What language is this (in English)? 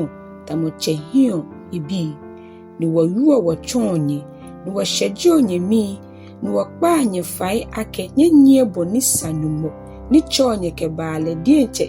Ga